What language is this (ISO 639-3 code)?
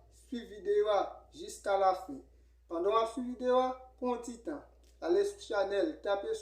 hat